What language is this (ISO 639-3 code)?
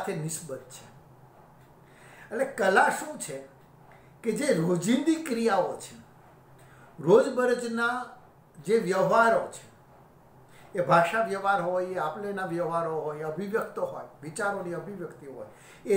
guj